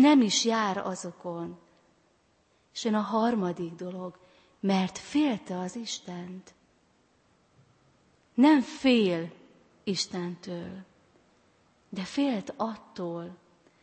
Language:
Hungarian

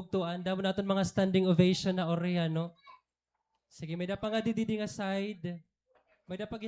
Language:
Waray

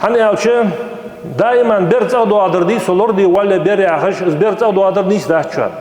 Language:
Ingush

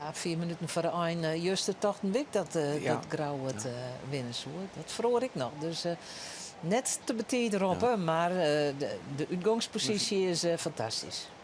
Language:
Western Frisian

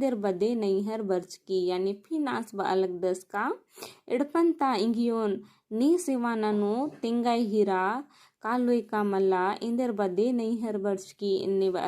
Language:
Kurukh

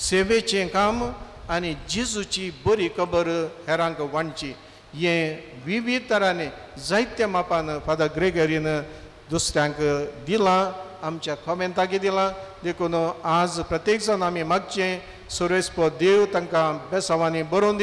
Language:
Konkani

